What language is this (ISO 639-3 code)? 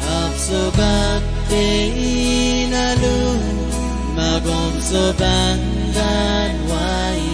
pon